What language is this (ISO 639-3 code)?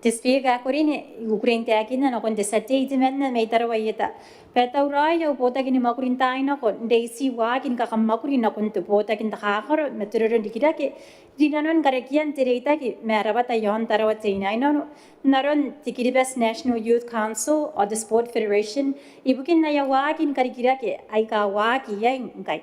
gil